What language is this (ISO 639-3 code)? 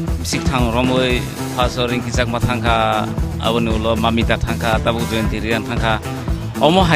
ria